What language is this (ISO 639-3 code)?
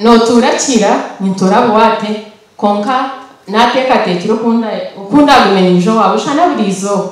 nyn